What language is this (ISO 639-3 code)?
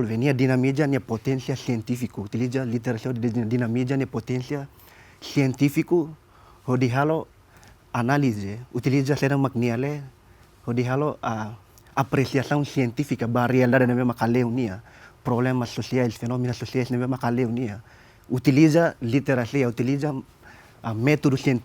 tet